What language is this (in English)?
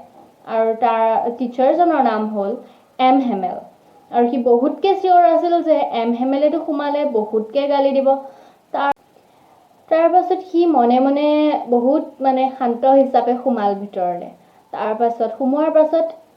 Assamese